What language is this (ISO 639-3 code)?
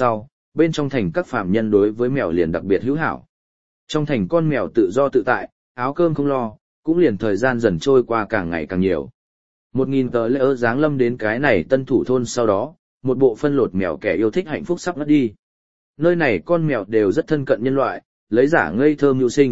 vie